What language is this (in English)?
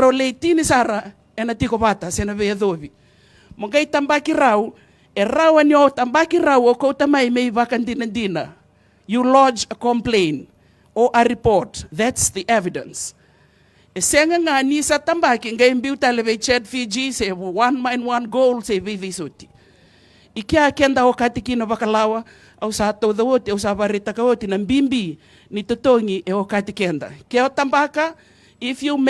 Fijian